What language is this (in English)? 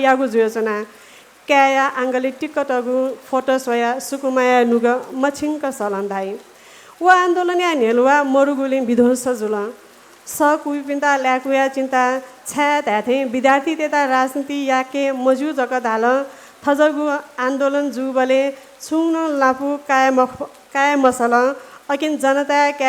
Newari